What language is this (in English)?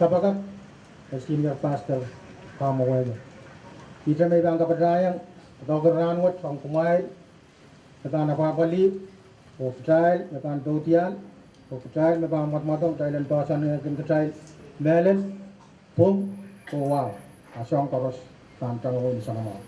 Pohnpeian